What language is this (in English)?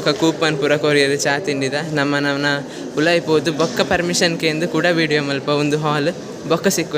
Tulu